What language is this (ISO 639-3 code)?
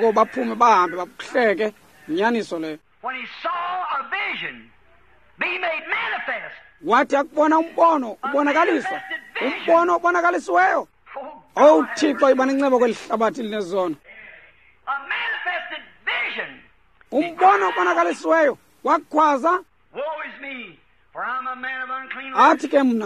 xho